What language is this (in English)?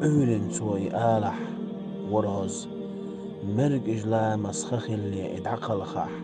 Chechen